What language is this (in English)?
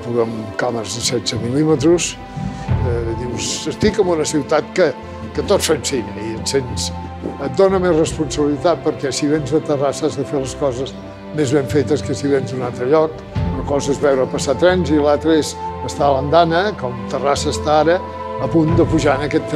Catalan